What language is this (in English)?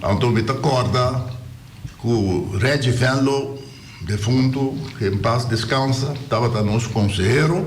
Papiamento